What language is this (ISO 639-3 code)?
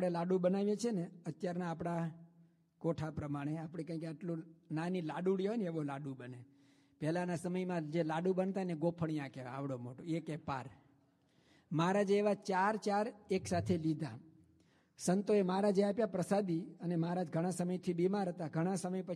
guj